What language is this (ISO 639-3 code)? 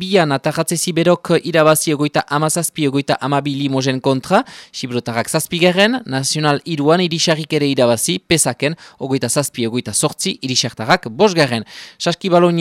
eus